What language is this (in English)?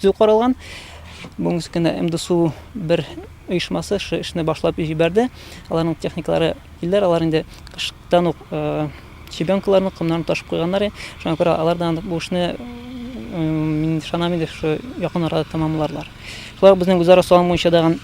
Tatar